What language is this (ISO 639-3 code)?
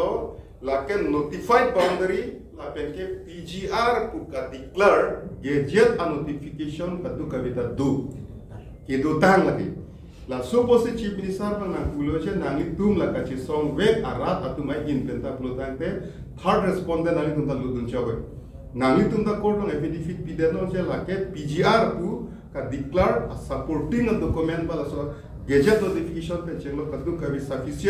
mjw